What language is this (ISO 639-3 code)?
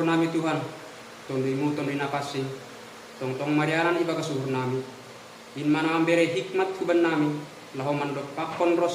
bts